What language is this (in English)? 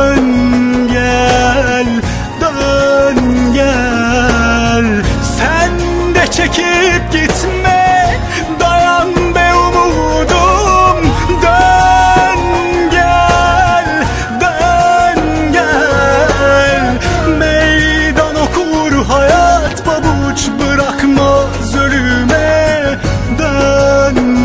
Turkish